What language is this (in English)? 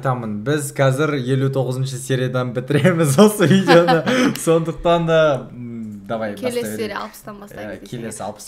Kazakh